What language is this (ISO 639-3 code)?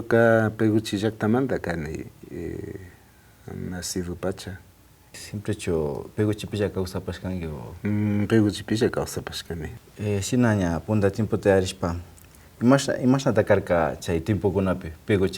qvi